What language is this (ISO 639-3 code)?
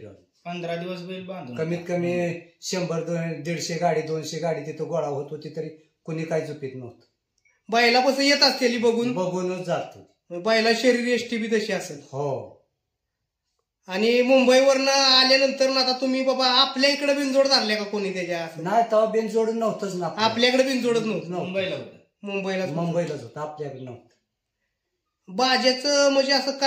mar